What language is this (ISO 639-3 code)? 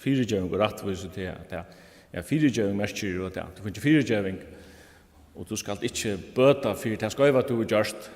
fao